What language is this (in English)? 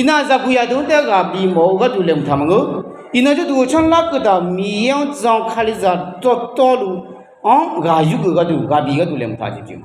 Akha